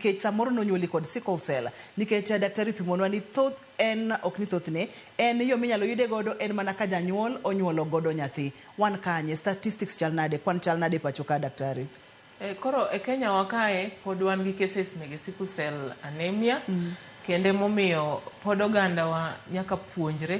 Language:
Luo (Kenya and Tanzania)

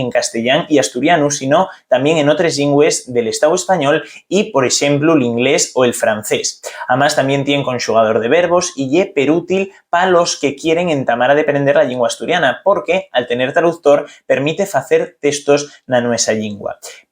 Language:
Asturian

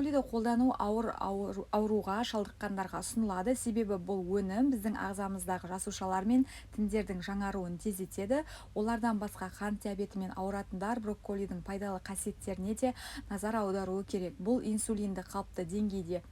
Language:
Kazakh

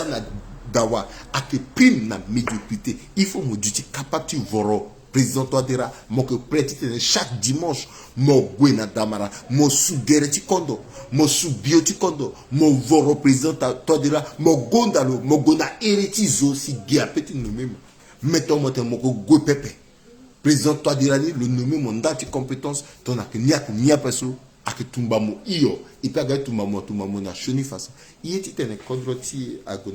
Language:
Sango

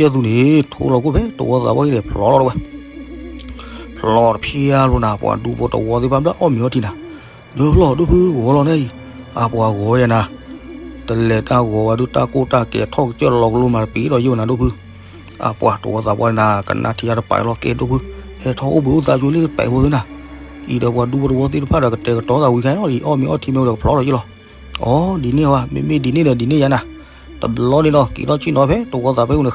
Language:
S'gaw Karen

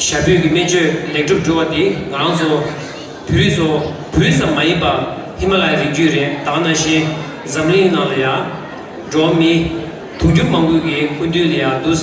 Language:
Tibetan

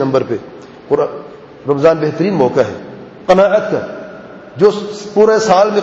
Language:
Urdu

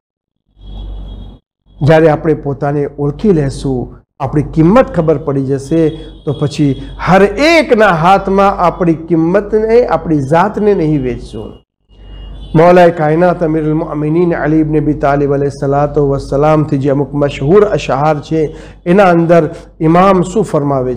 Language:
Gujarati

